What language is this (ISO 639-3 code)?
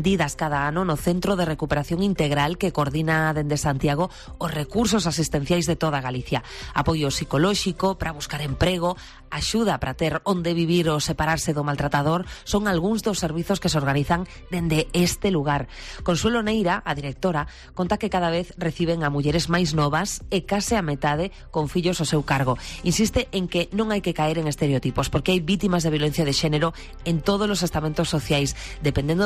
glg